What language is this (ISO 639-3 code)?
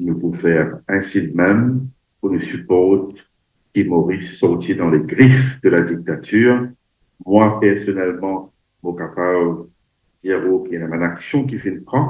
mfe